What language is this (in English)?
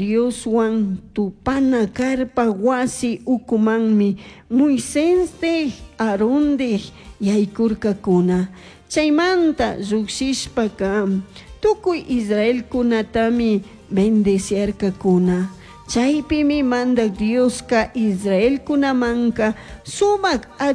Chimborazo Highland Quichua